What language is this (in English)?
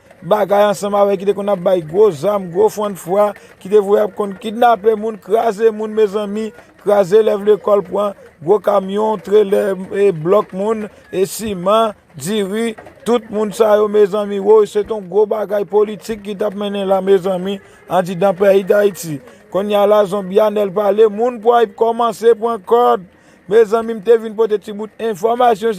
Haitian Creole